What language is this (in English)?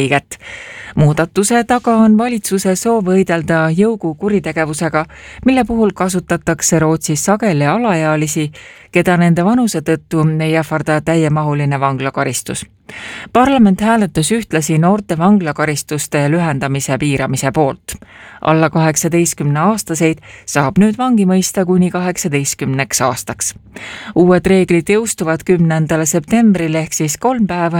Estonian